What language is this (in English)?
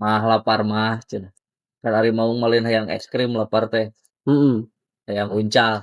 Sundanese